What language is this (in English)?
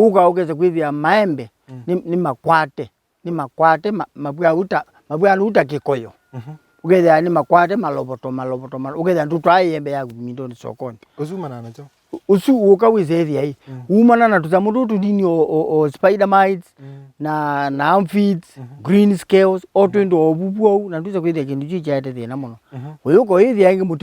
Kamba